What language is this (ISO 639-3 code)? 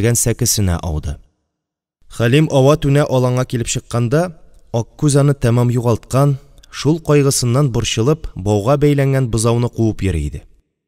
tat